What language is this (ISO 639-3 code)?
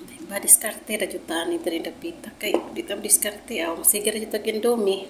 ceb